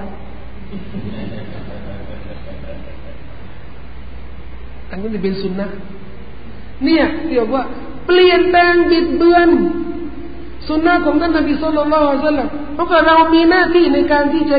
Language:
Thai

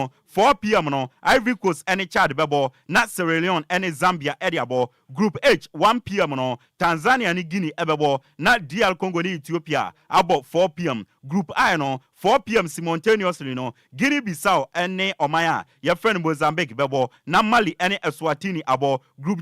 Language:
Akan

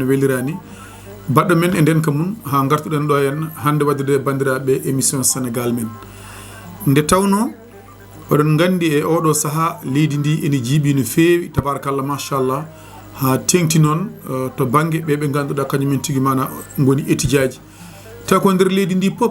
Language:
Fula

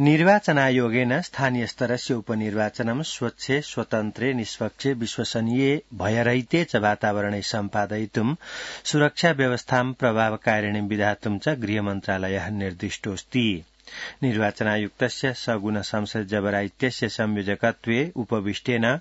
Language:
Sanskrit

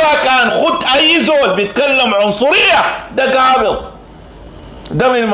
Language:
Sudanese Arabic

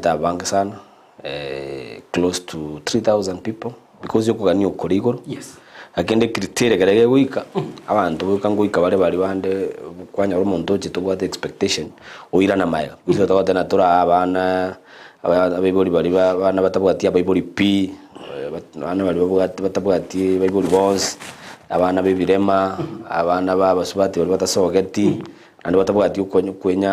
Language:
Gusii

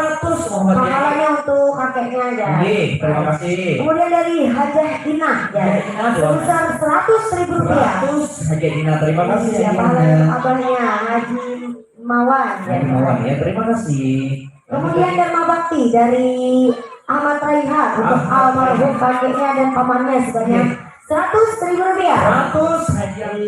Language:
Banjar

